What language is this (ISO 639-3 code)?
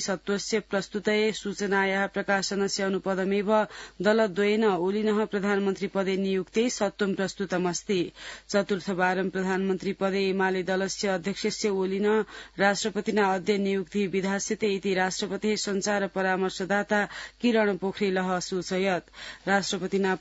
san